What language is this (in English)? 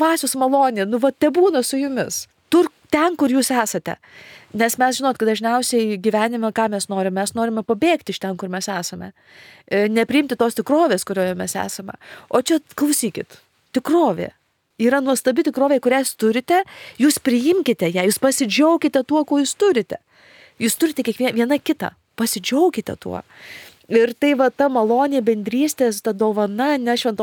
Lithuanian